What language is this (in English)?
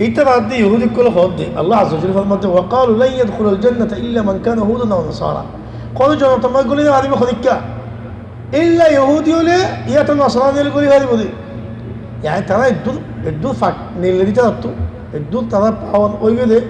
Rohingya